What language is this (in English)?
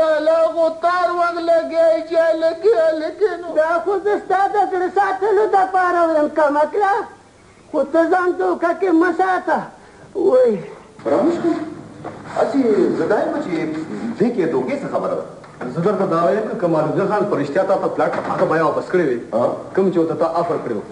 Pashto